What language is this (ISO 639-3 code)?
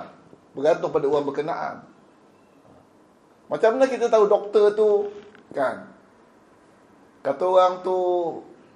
msa